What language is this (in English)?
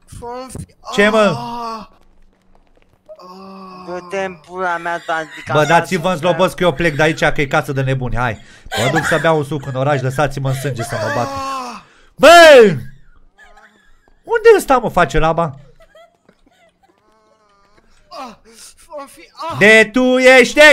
Romanian